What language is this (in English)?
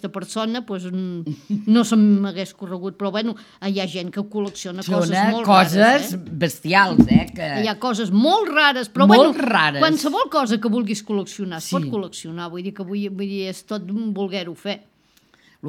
Catalan